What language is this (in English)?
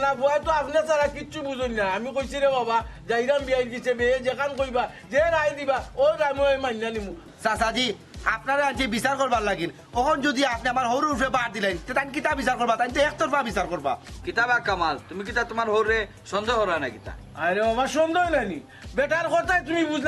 Sylheti